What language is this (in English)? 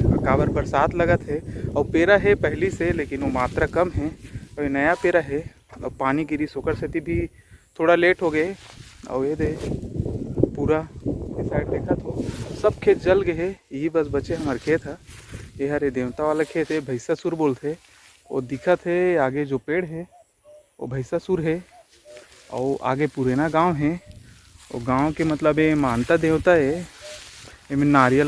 Chhattisgarhi